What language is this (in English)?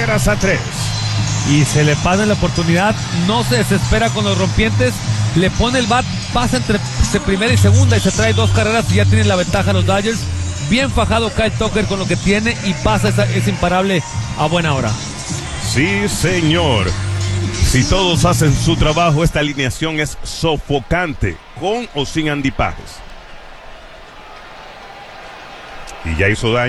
Spanish